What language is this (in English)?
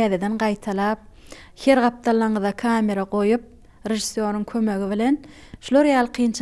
Turkmen